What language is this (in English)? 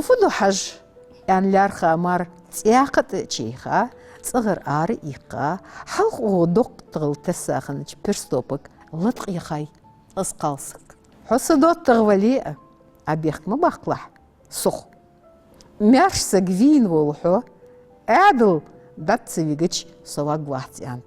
Ingush